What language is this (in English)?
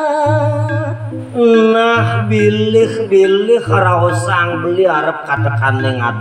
Balinese